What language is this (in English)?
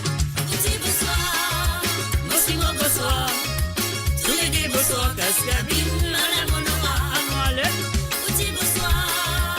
Morisyen